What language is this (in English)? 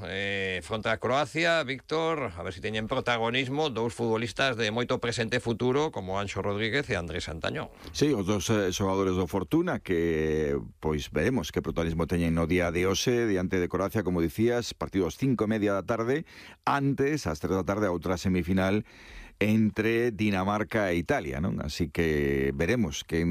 Galician